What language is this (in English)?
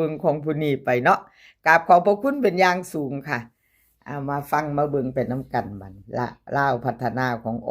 Northeastern Thai